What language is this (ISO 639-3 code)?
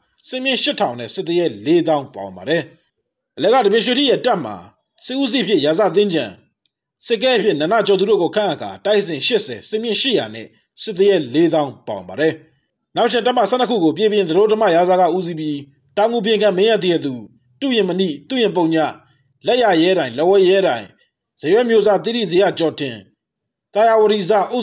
mya